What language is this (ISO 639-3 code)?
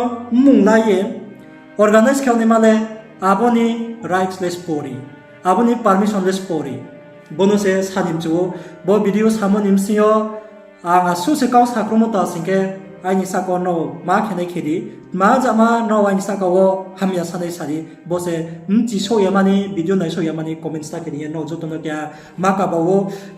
ria